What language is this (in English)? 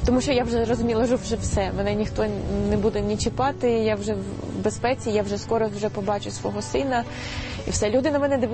Ukrainian